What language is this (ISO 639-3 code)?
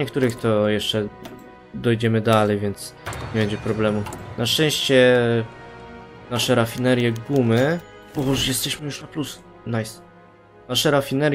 pol